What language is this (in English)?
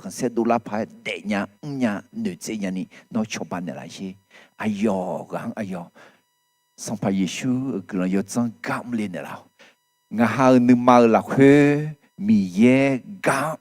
Akha